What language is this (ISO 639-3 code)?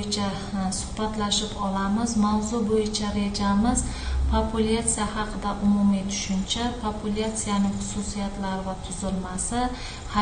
uzb